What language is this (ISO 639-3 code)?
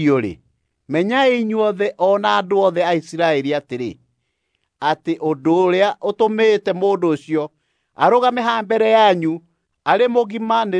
kik